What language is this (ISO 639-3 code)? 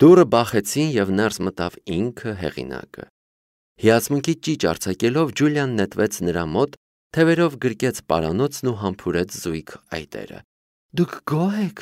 hye